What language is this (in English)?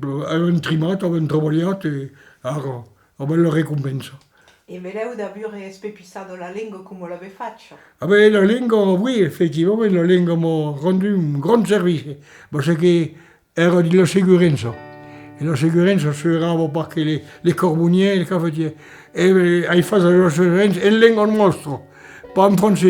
Occitan